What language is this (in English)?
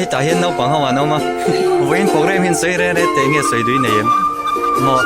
Mizo